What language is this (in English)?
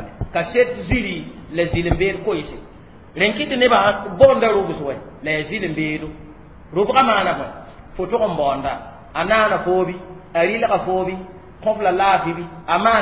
Mossi